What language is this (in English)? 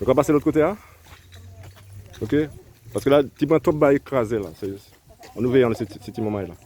Guadeloupean Creole French